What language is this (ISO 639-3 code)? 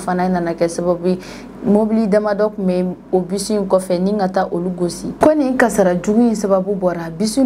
bam